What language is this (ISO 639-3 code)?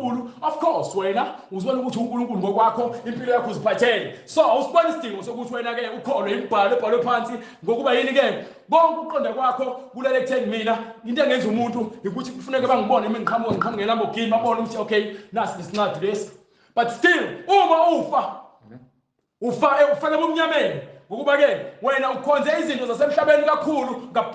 zul